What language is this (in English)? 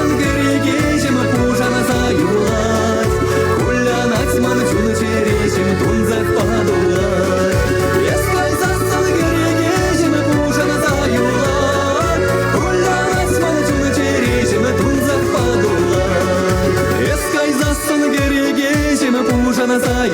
Chuvash